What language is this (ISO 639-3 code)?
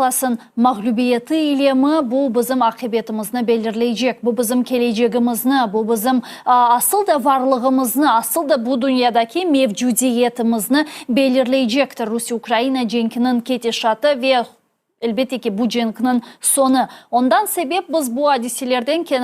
crh